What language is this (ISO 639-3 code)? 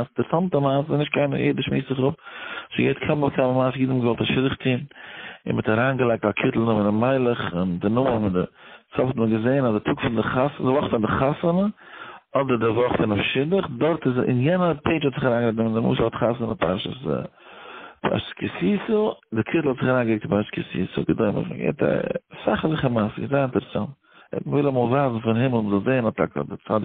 yid